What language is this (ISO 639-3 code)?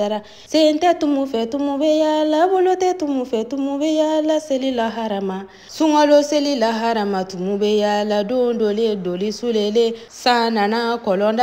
bam